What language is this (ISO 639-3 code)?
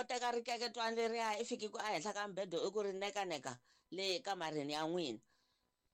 tso